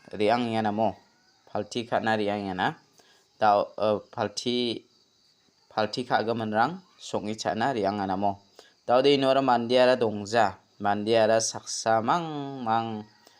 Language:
Garo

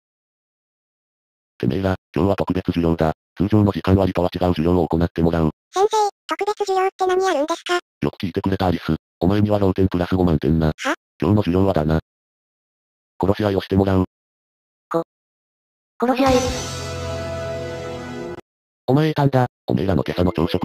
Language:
Japanese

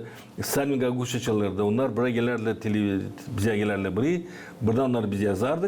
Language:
Gagauz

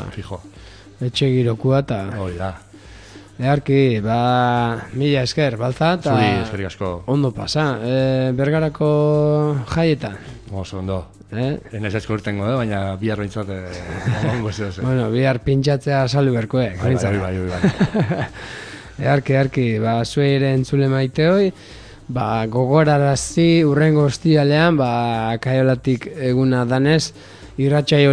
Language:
Basque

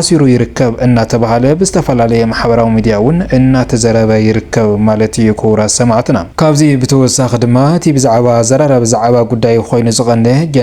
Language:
Tigrinya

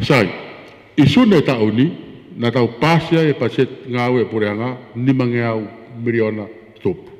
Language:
Tongan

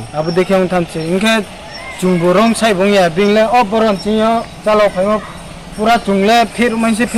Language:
Riang (India)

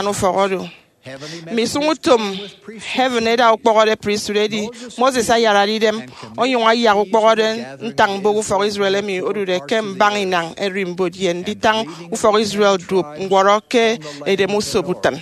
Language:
Efik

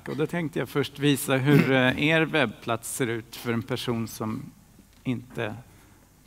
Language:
Swedish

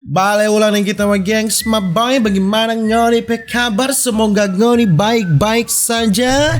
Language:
Manado Malay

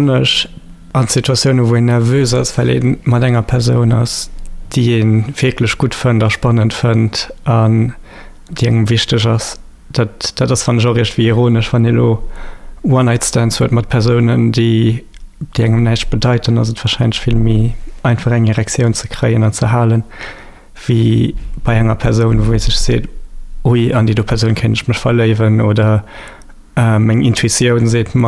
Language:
Luxembourgish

